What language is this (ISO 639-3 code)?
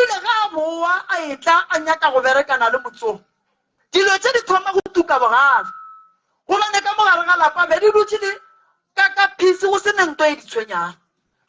nso